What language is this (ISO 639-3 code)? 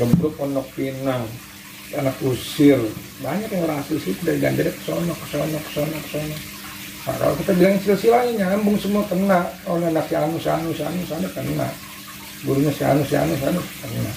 bew